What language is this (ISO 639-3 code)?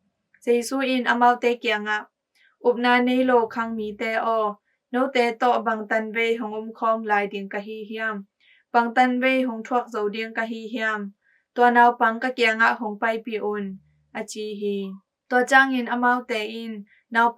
ctd